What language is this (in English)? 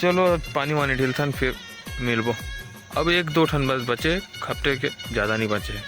Chhattisgarhi